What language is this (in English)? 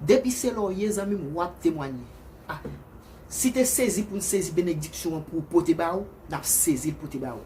Haitian Creole